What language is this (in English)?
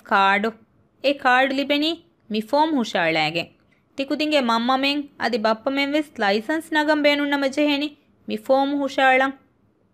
Divehi